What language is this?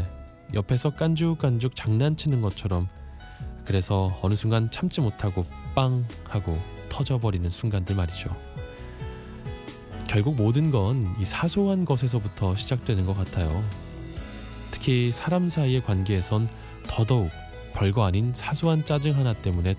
Korean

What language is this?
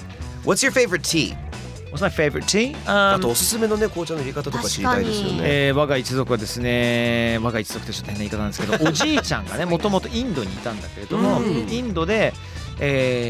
Japanese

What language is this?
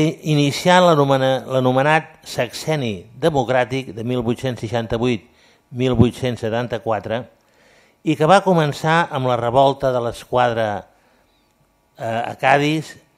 Catalan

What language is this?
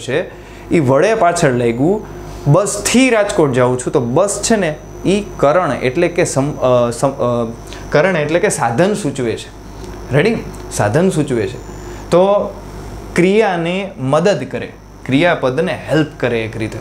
Gujarati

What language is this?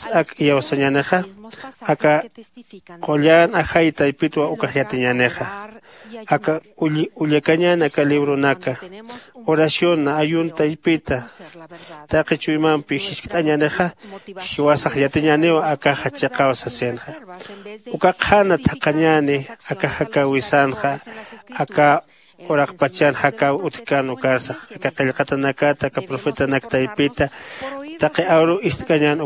Aymara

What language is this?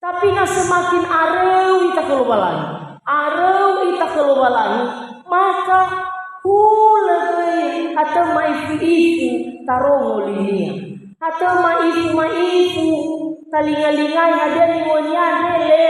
Nias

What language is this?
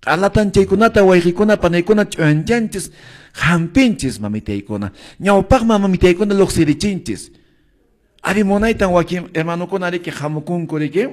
Quechua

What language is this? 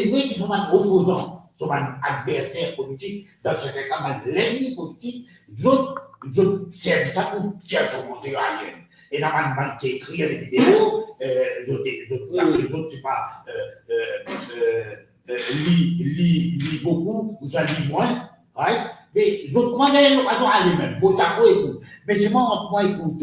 Morisyen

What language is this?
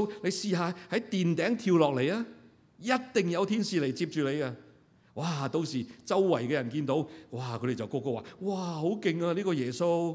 Cantonese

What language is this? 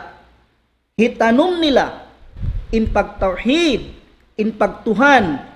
Tausug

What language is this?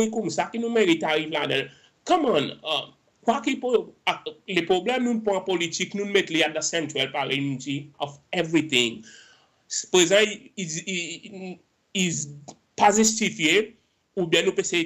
Seselwa Creole French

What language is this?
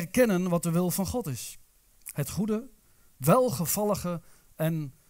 Dutch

